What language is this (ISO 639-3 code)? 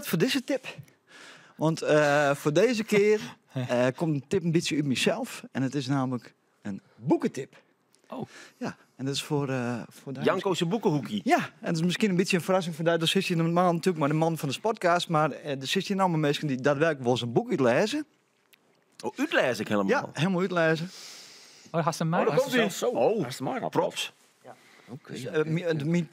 fry